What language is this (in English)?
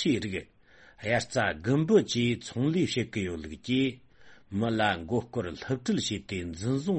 Tibetan